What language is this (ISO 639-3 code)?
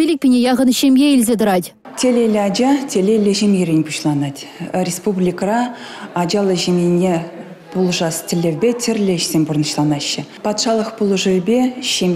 chv